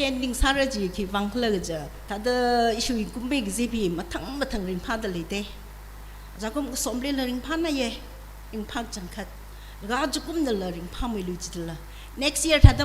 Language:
Tangkhul Naga (India)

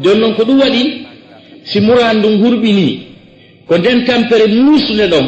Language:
Fula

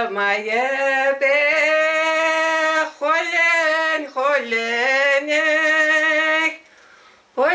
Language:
Chuvash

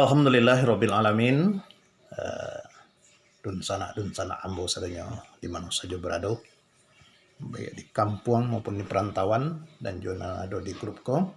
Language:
Minangkabau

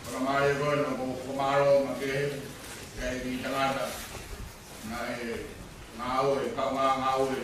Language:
Tongan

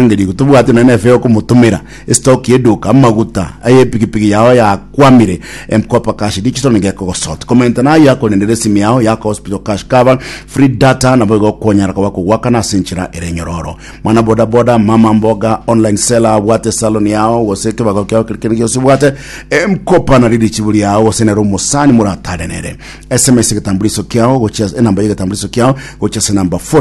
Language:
Gusii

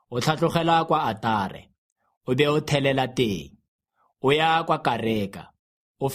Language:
Tswana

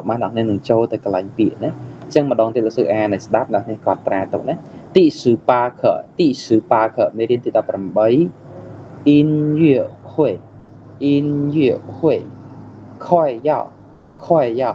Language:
Khmer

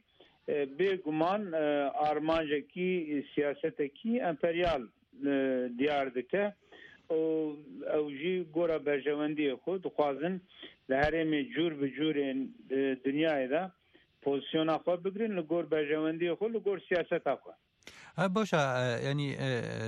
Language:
Kurdish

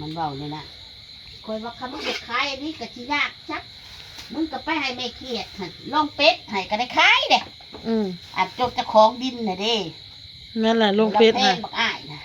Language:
Northeastern Thai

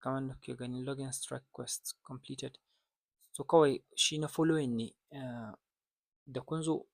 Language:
Hausa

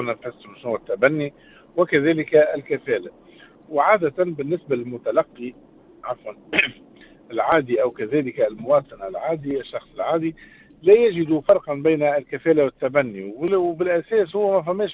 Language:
Tunisian Arabic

